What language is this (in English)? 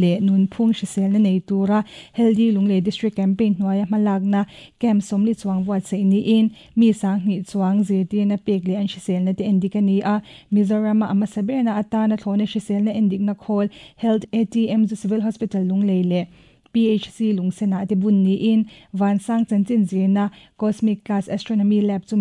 Mizo